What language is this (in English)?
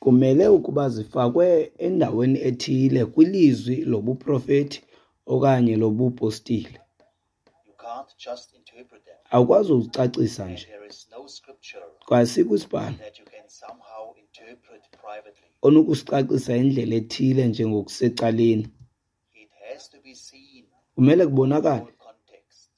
Xhosa